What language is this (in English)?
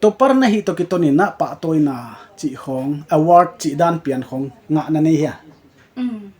Paite Chin